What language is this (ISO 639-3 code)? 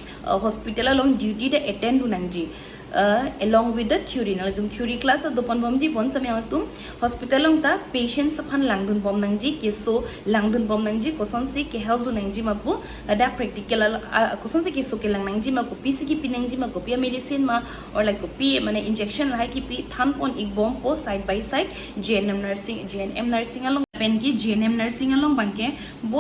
mjw